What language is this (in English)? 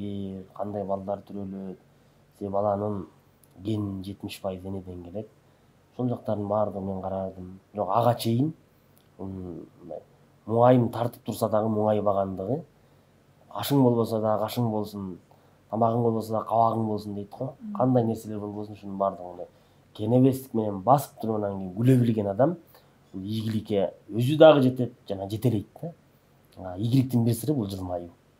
Kyrgyz